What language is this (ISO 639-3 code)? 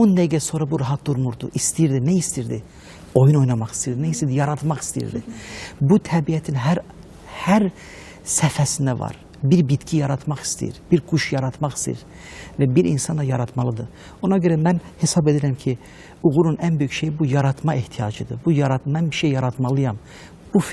aze